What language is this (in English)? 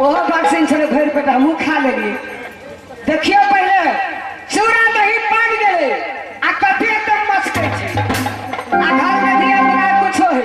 Maithili